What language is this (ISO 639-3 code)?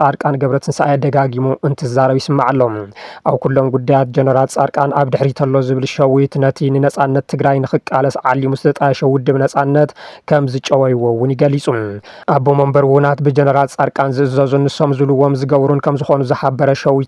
tir